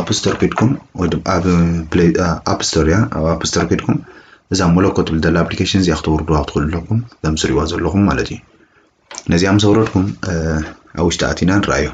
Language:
Tigrinya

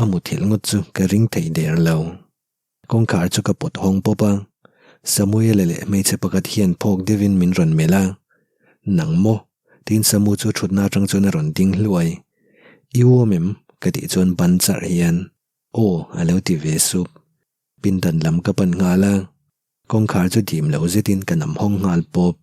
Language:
Mizo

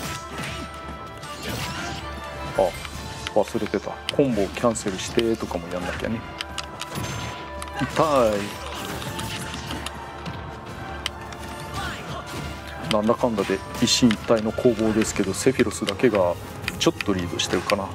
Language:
Japanese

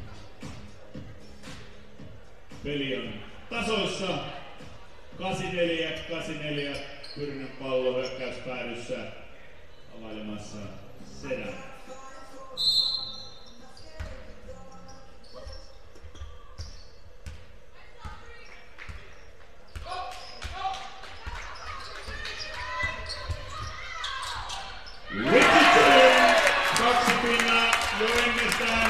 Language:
Finnish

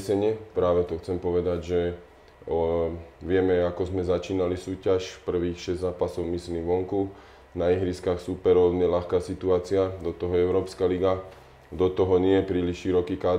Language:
Slovak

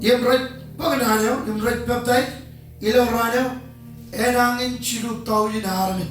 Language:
Marshallese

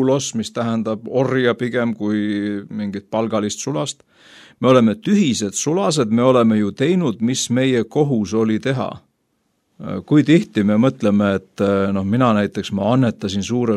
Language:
Estonian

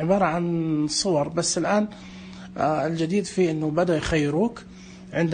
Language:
Najdi Arabic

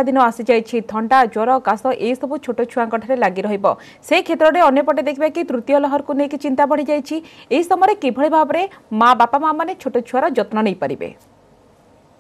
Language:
Odia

